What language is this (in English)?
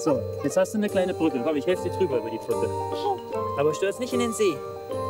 German